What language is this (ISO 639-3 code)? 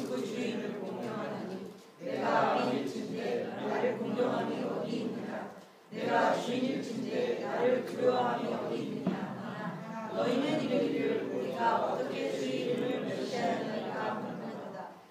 kor